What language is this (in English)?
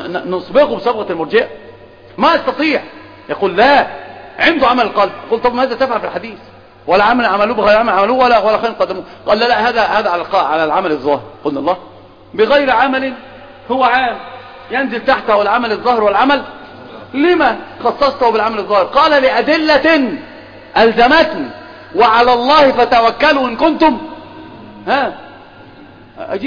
Arabic